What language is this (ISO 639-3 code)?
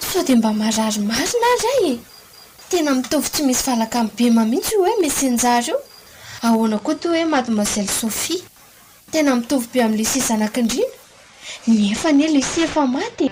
mlg